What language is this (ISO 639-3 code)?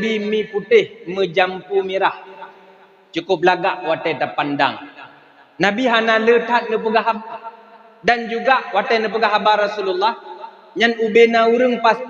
ace